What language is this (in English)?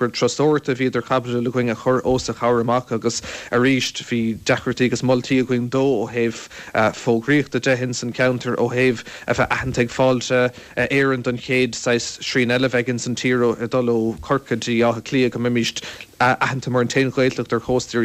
Irish